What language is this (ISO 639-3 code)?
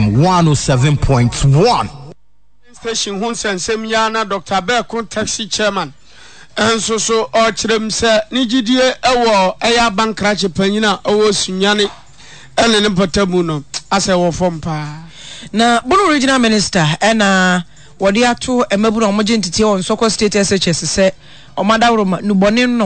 aka